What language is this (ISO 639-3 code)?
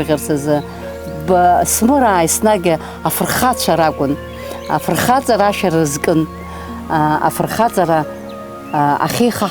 abk